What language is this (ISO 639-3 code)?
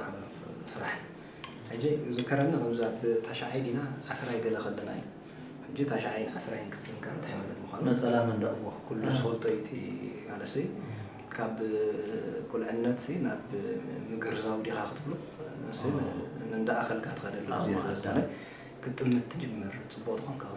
tir